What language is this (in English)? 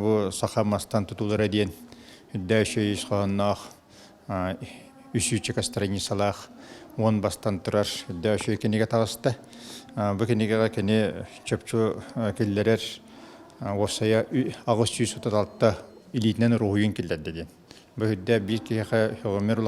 Yakut